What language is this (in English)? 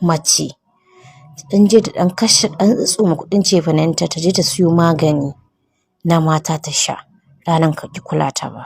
Hausa